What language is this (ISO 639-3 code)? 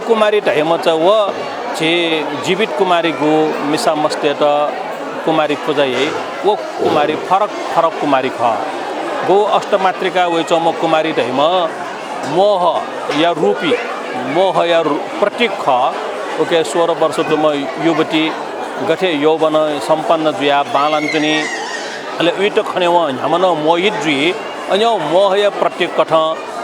new